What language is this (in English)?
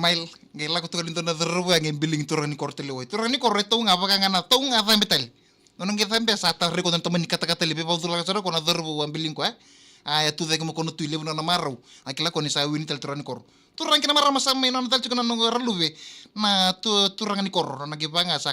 Fijian